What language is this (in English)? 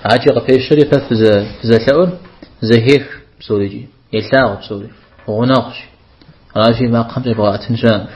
Kabardian